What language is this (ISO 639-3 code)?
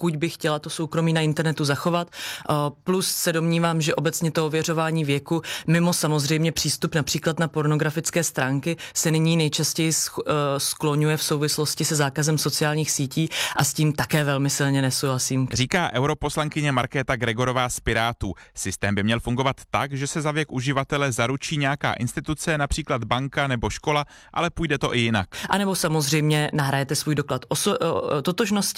ces